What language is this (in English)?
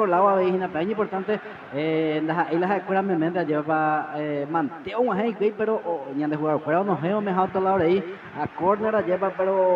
Guarani